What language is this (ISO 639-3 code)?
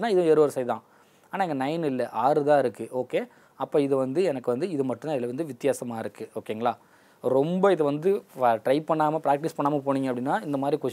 tam